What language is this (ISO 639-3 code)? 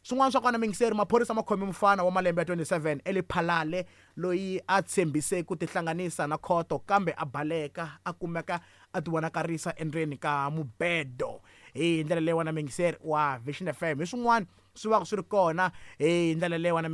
tso